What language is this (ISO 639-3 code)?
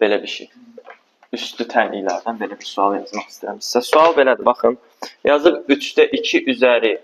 aze